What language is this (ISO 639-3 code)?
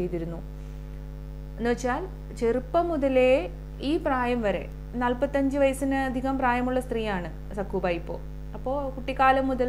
mal